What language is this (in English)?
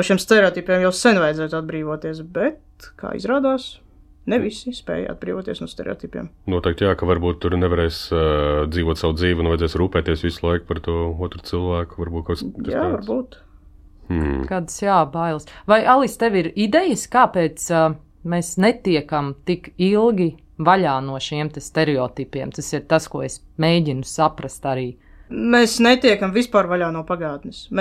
Latvian